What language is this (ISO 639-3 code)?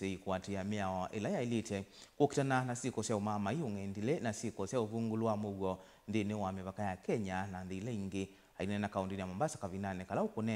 kam